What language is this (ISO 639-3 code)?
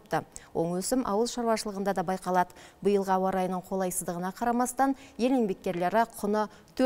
kaz